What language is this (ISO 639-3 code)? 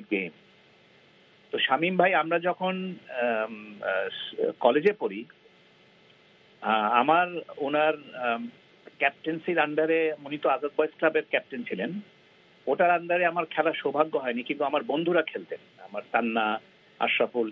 ben